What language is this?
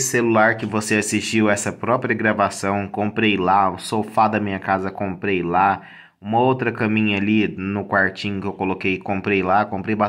Portuguese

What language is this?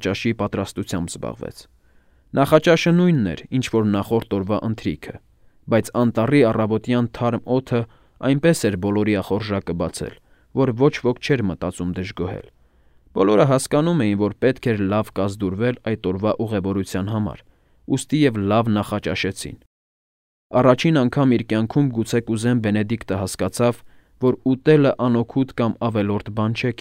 Armenian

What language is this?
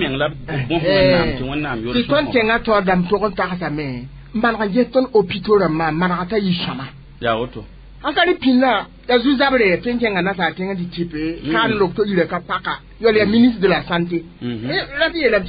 Mossi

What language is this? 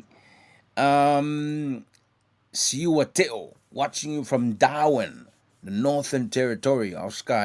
Samoan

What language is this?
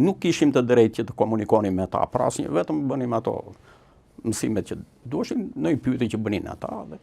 Albanian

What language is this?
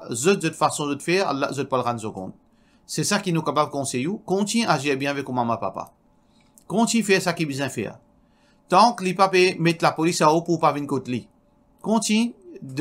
Morisyen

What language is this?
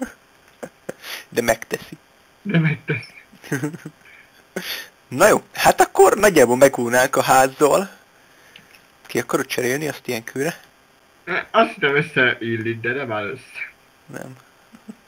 Hungarian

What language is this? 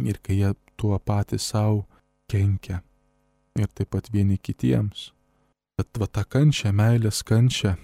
Lithuanian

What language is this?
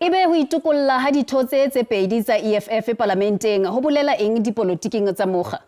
Southern Sotho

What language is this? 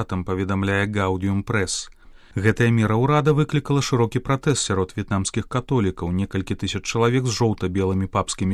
Belarusian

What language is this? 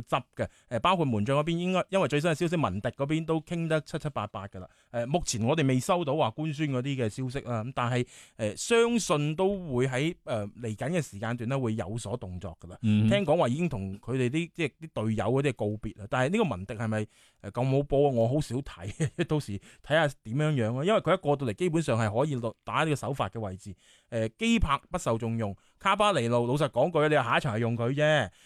Cantonese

